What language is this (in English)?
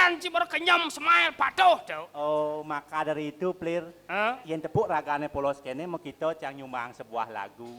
Balinese